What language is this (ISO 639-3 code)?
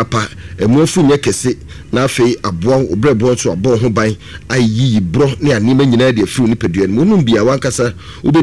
aka